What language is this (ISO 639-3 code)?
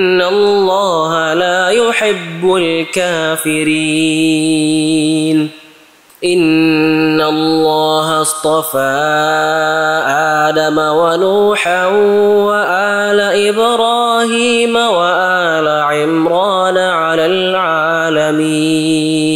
ara